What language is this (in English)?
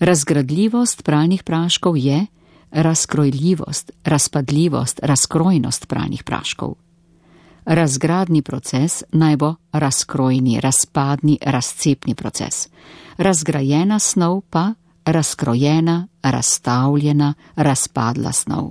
Slovenian